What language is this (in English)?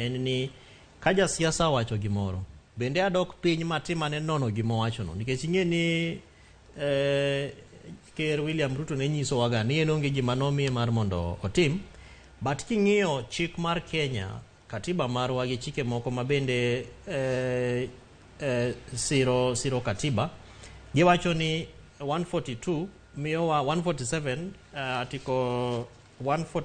Luo (Kenya and Tanzania)